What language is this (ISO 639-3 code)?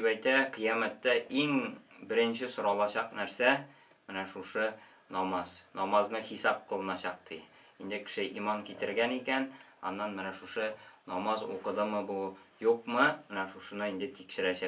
tat